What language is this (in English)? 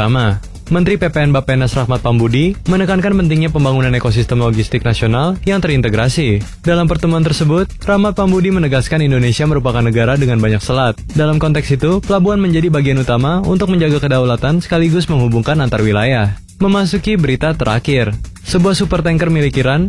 Indonesian